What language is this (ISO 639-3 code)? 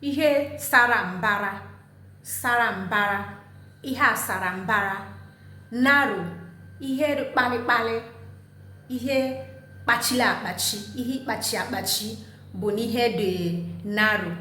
ibo